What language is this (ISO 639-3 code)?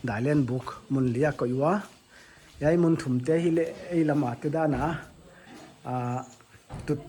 pck